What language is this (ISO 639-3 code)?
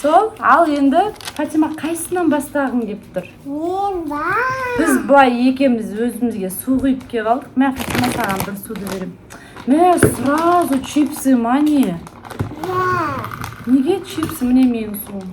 kaz